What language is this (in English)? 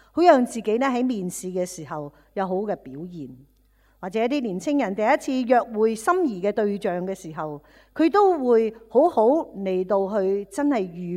Cantonese